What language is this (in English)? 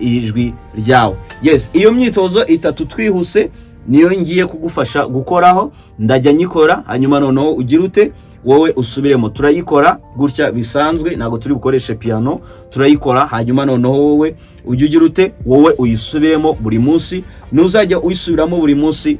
Kinyarwanda